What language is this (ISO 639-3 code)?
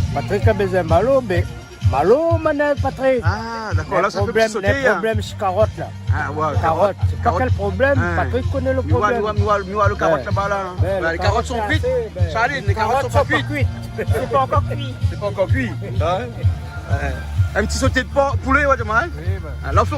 rcf